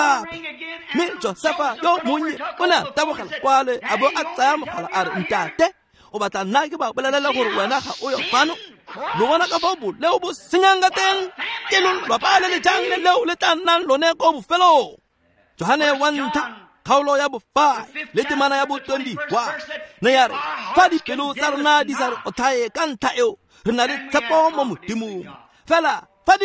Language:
Tswana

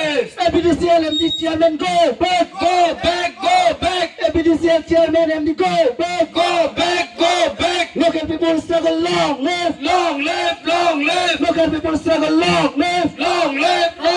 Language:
Karbi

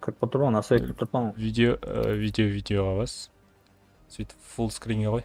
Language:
Kara-Kalpak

